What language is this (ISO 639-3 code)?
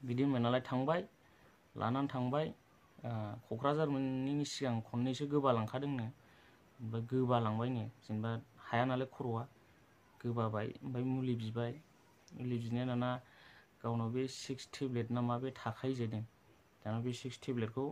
brx